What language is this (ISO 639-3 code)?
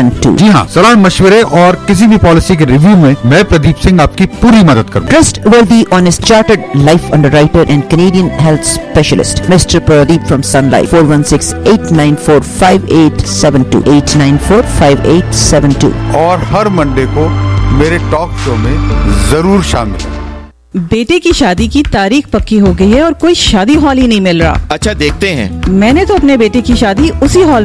urd